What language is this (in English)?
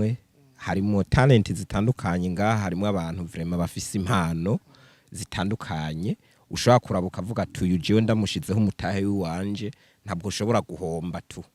Rundi